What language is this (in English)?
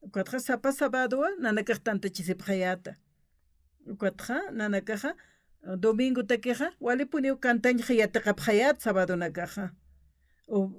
Aymara